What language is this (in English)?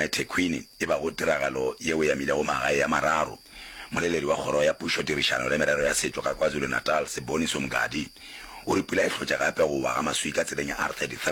Northern Sotho